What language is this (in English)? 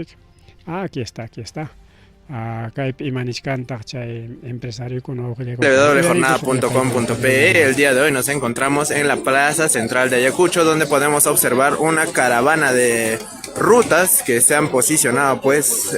Ayacucho Quechua